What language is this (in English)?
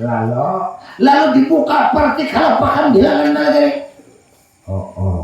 Banjar